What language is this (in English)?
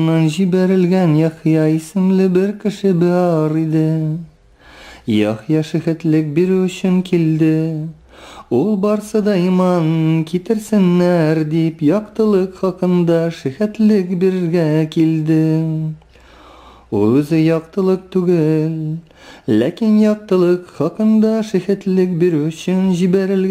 Tatar